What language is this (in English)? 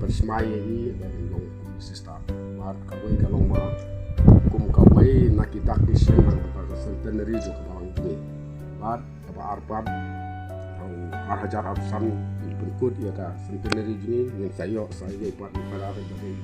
Khasi